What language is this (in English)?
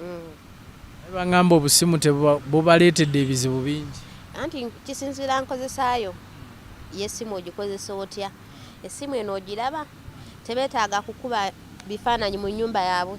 Ganda